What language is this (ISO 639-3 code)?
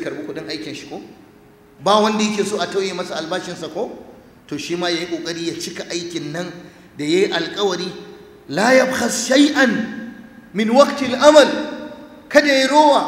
hau